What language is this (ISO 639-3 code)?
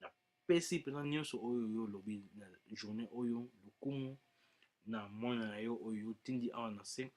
lin